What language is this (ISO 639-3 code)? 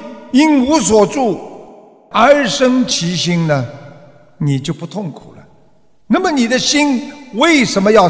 zho